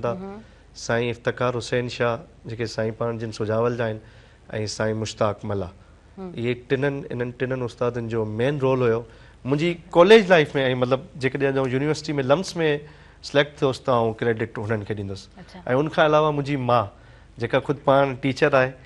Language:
Sindhi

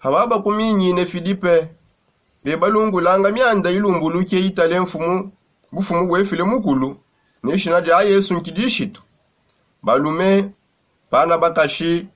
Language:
Songe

